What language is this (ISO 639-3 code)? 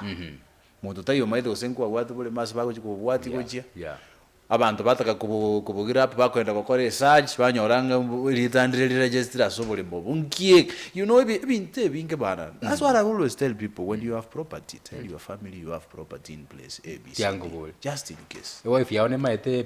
guz